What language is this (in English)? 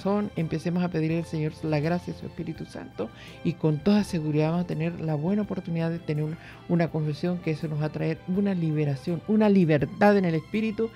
Spanish